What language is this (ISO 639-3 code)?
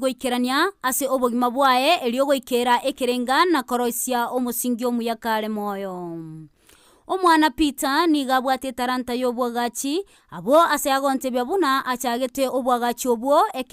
guz